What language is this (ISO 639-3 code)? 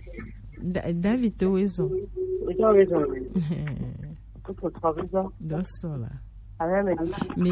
gej